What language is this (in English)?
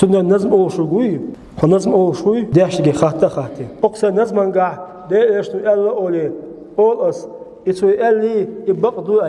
Chechen